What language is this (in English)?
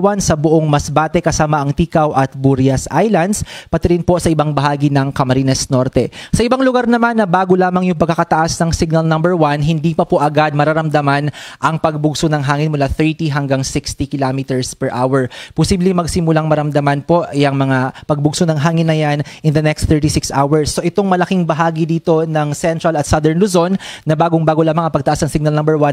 Filipino